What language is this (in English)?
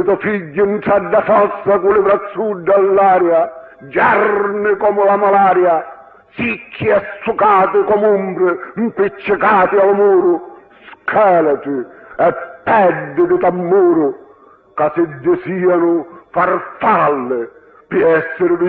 Sicilian